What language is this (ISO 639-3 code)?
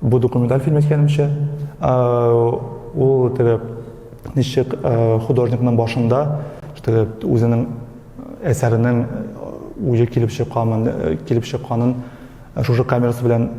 tat